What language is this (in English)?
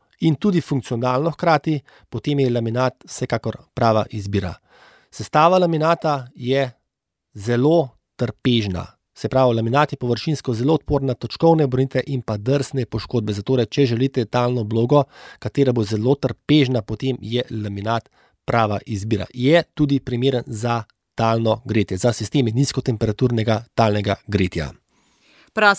Slovenian